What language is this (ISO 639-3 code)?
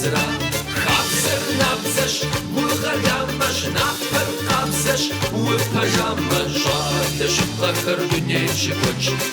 kbd